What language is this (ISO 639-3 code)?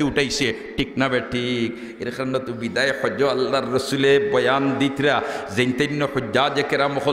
syl